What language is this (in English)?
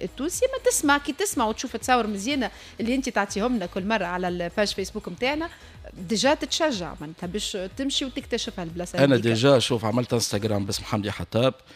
Tunisian Arabic